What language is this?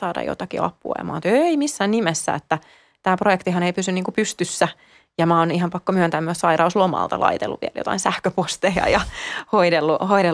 Finnish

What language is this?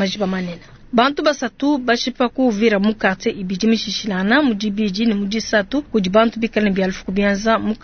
Luba-Lulua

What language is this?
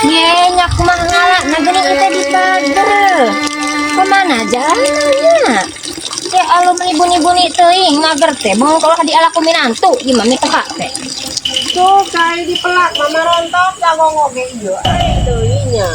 Sundanese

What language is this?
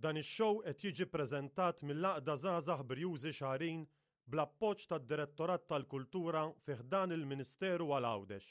Maltese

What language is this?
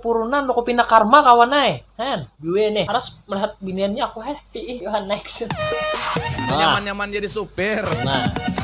Banjar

